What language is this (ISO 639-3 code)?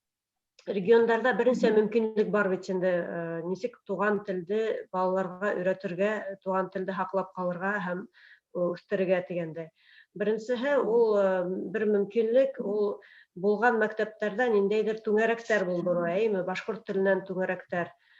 bak